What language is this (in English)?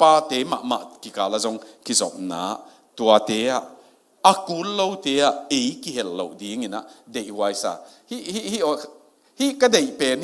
Tedim Chin